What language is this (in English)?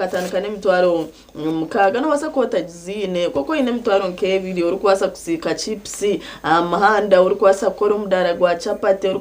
Nyankole